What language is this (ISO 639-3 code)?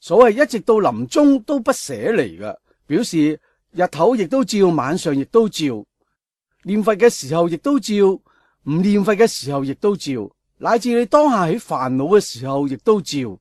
yue